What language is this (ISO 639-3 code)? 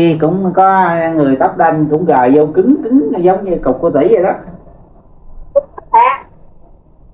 vie